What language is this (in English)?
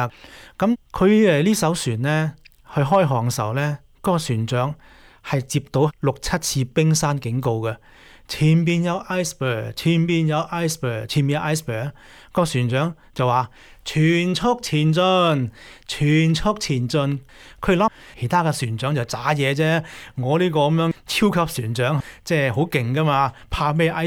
Cantonese